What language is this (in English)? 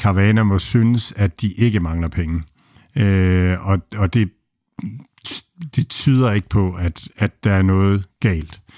Danish